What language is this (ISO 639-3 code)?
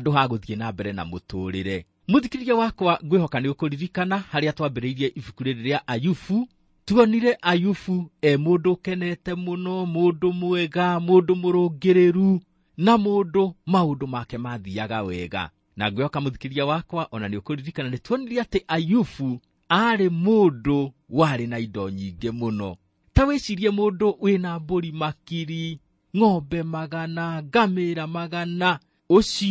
kik